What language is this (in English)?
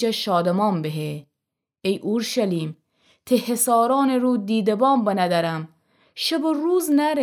Gilaki